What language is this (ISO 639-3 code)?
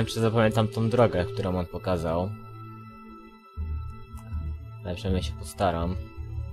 pol